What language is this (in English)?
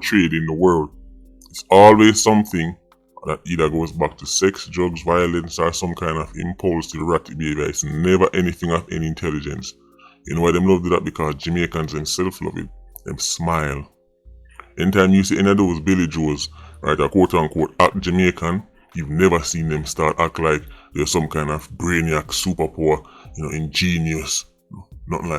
Jamaican Creole English